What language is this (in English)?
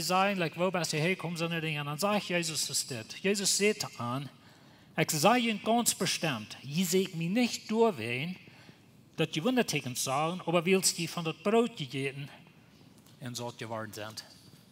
Plautdietsch